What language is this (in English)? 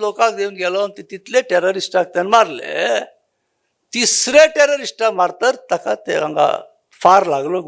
Konkani